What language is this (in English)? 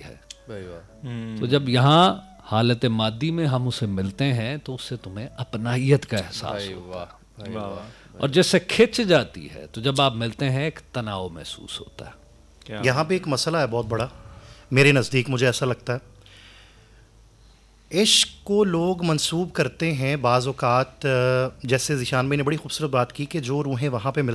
Urdu